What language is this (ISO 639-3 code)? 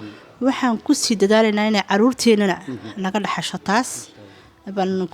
som